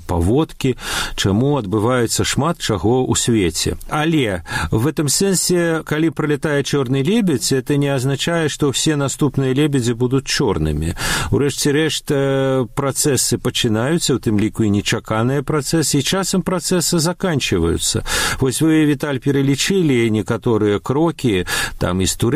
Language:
Belarusian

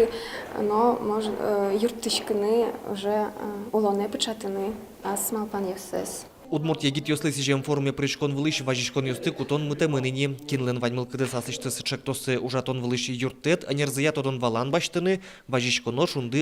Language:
Udmurt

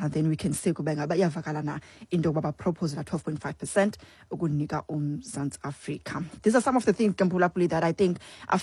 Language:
Xhosa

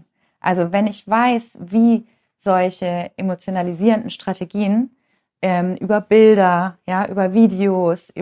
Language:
German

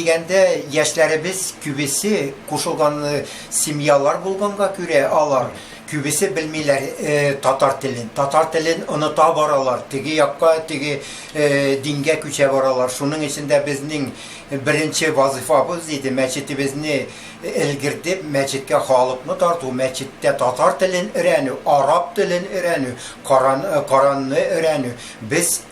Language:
Tatar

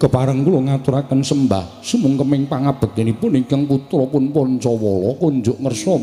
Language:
Javanese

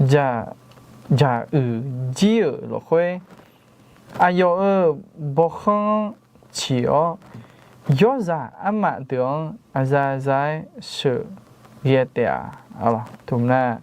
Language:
Akha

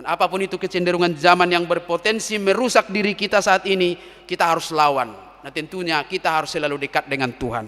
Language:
Batak Toba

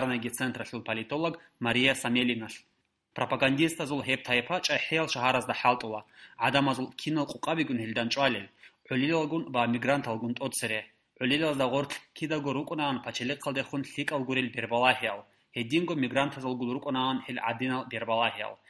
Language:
Avaric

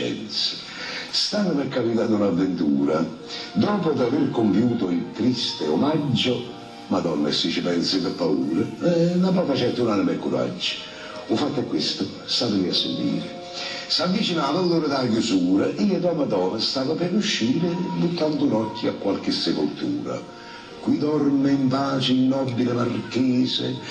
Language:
Neapolitan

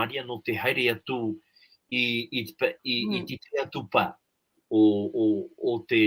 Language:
Tahitian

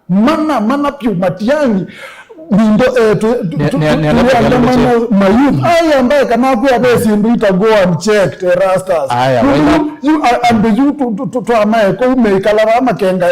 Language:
Kamba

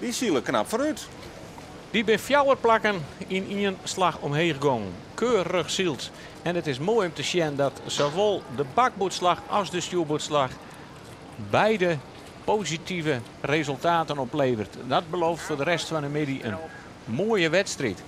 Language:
Western Frisian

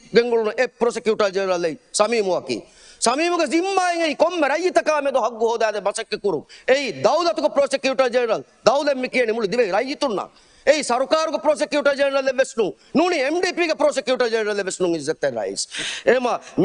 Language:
Divehi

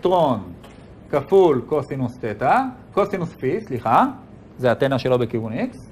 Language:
Hebrew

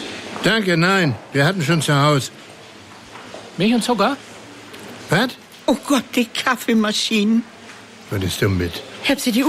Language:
German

